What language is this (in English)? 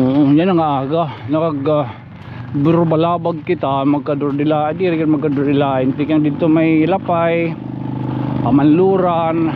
Waray